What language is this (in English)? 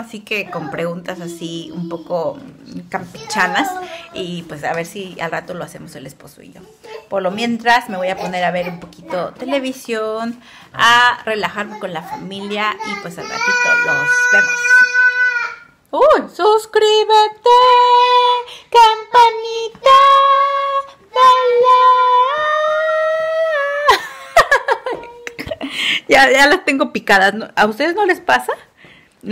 Spanish